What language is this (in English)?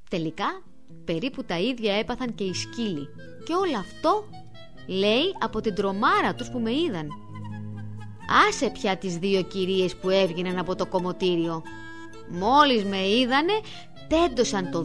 Greek